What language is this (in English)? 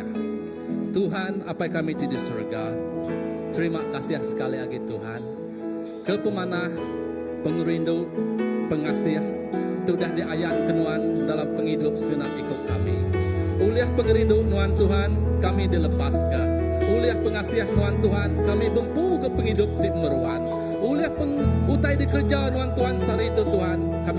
Iban